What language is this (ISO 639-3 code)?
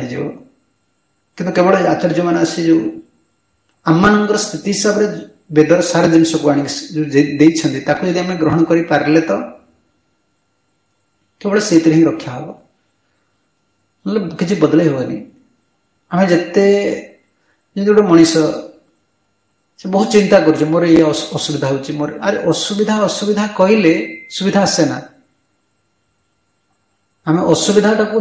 ori